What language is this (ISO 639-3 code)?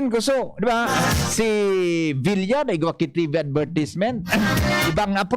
bik